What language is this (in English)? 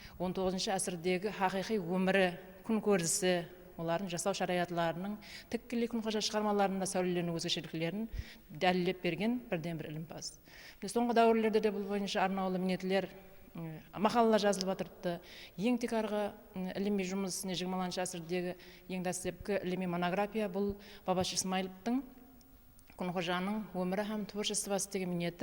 Kara-Kalpak